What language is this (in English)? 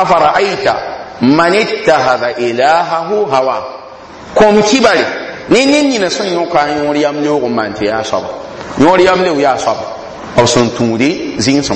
Mossi